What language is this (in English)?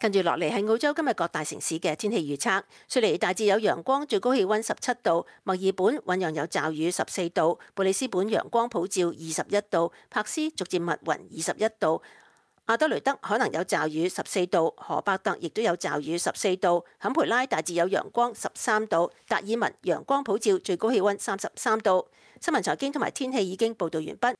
Cantonese